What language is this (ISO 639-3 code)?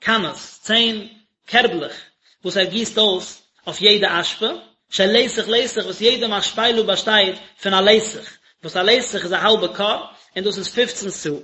yid